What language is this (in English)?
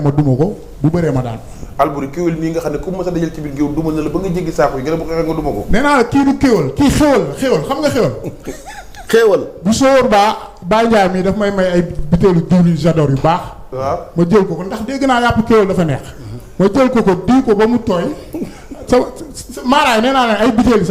Wolof